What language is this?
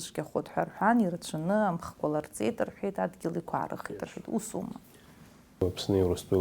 Abkhazian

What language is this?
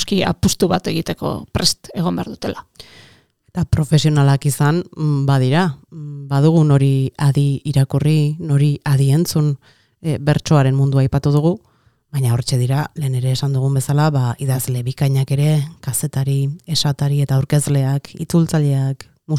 Basque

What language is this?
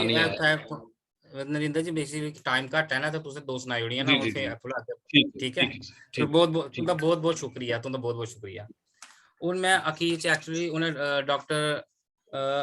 Dogri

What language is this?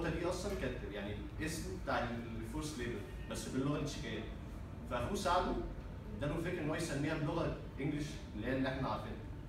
Egyptian Arabic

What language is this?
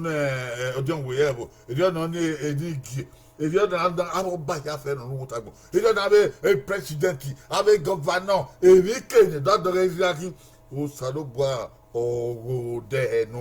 Bini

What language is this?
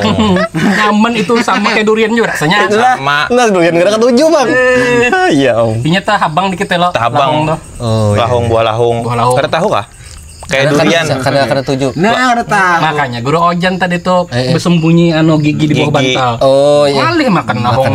Banjar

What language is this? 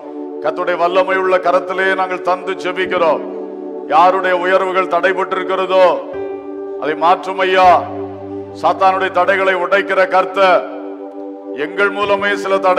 Tamil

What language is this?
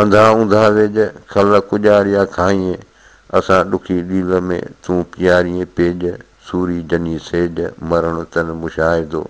Sindhi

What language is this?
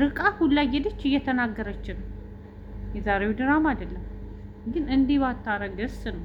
Amharic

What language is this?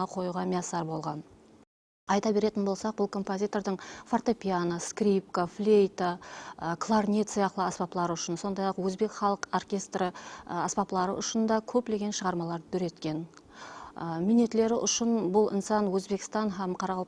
Kara-Kalpak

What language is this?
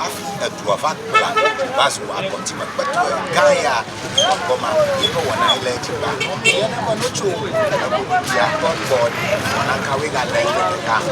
Ewe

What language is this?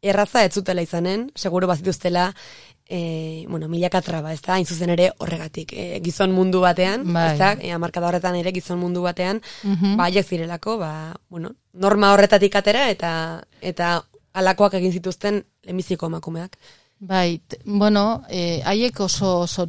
Basque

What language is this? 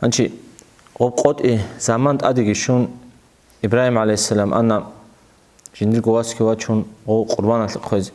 Avaric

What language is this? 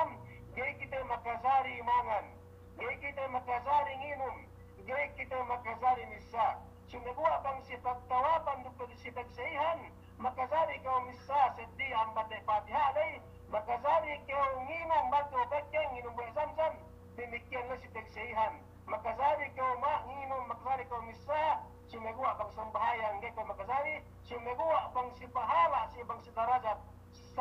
Yakan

